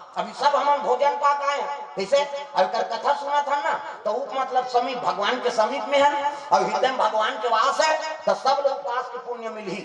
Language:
Chhattisgarhi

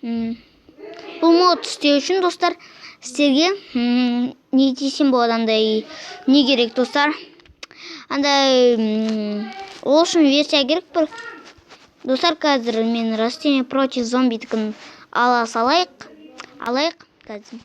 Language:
Kazakh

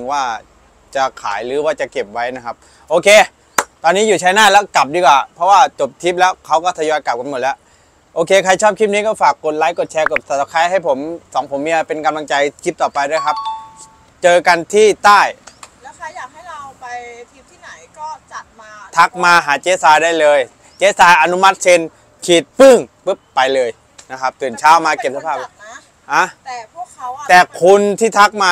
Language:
Thai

